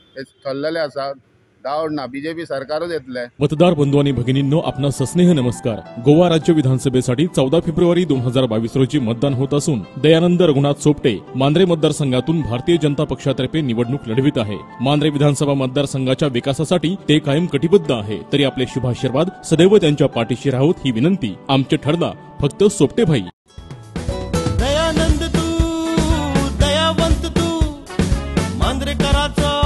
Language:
Marathi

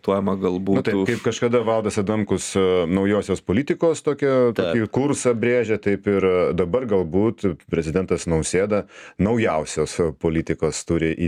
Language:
Lithuanian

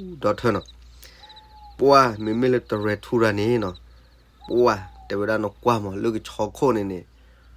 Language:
S'gaw Karen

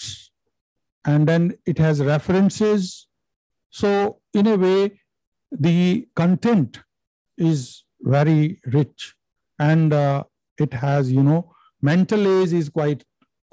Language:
English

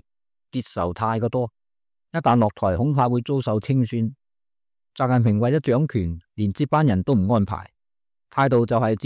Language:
Cantonese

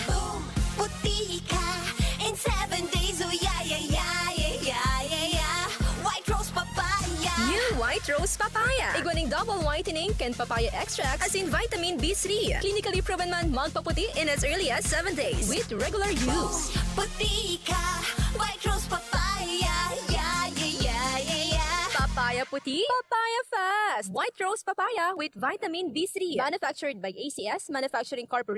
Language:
Bikol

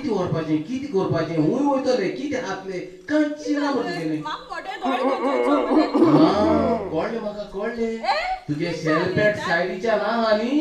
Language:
Konkani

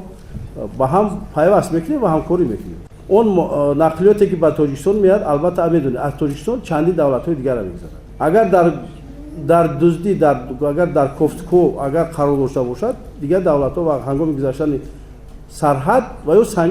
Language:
Tajik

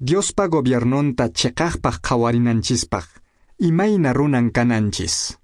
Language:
Quechua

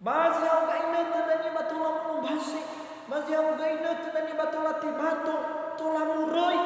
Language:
Nias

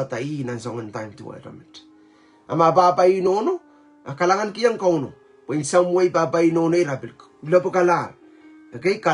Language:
Pohnpeian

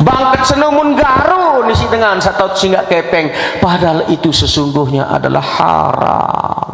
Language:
Sasak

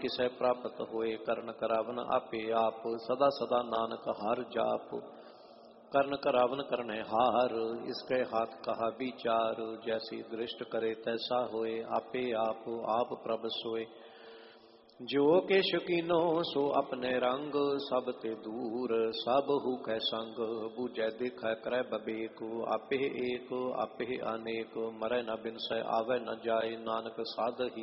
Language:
Punjabi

